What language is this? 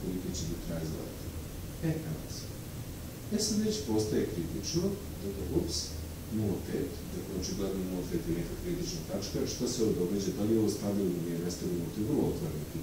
Serbian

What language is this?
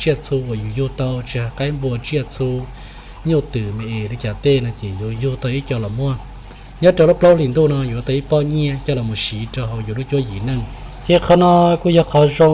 Hmong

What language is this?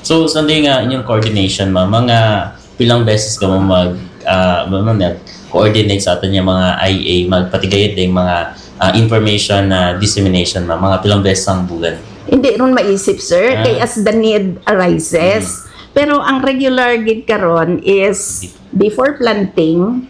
Hiligaynon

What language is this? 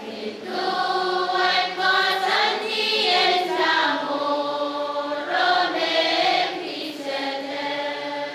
Pohnpeian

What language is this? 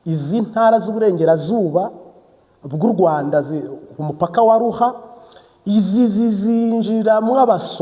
Kinyarwanda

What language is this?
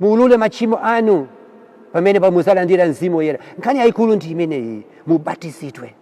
Nyanja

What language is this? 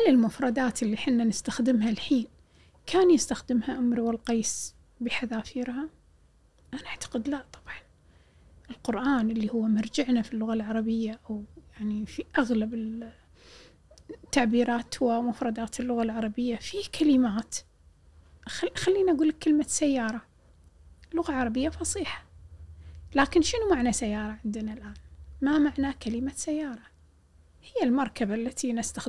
Gulf Arabic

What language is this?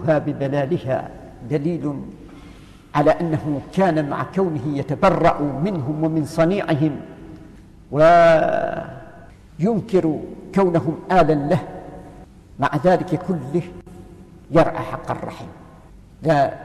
Arabic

